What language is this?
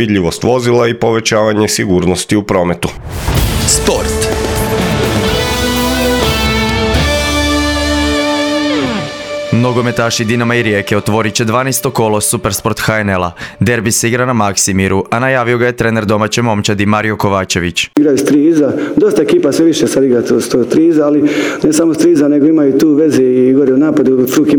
Croatian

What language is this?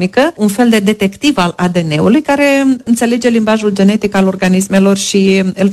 Romanian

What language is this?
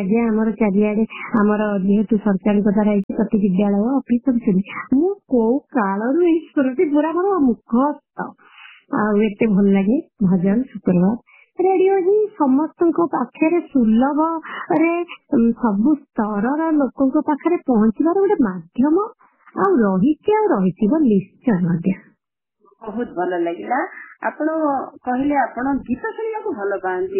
Odia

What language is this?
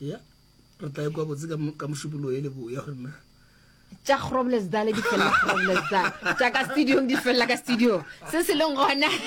Northern Sotho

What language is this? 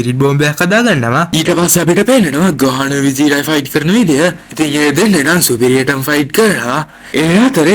Sinhala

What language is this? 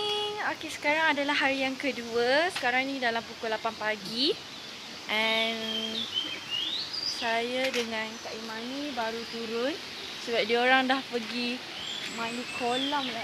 Malay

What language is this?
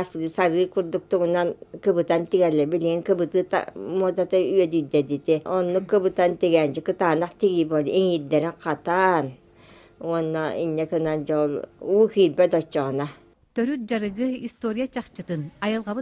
Yakut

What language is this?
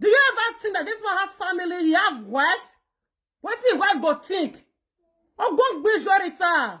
Nigerian Pidgin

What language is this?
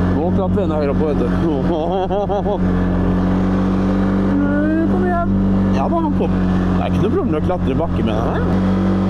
Norwegian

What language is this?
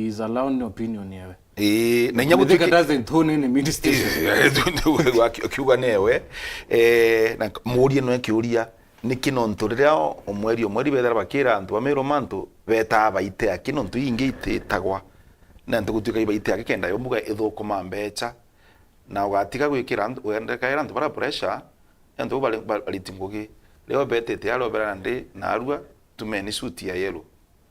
Meru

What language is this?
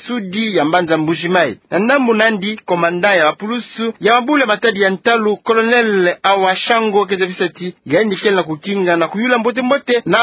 Kituba (Democratic Republic of Congo)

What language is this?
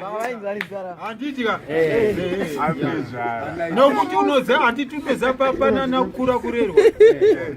Shona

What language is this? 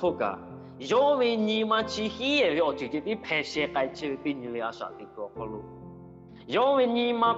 Lahu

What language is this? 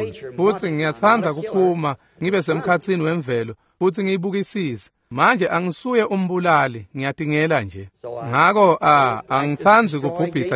Swati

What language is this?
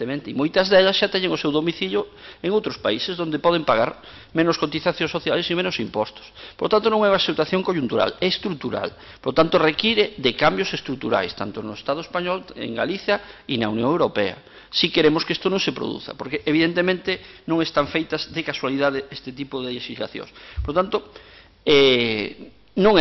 Galician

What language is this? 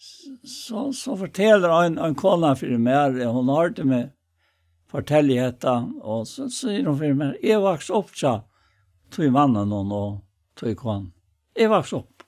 Faroese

